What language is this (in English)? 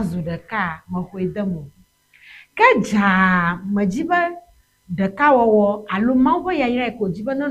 Ewe